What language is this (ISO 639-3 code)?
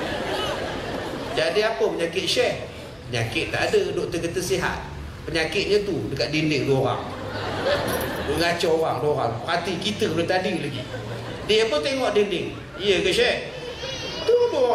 msa